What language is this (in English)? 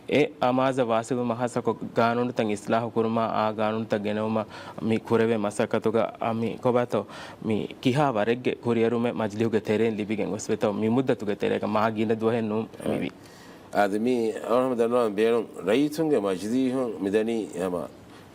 Divehi